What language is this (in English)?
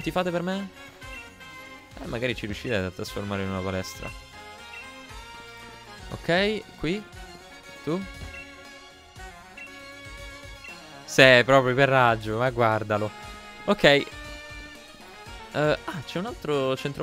Italian